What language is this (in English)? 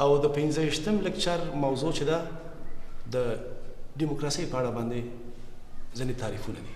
Pashto